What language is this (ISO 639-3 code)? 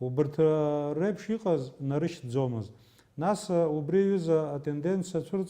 abk